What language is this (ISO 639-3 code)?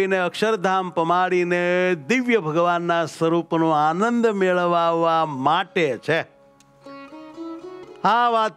guj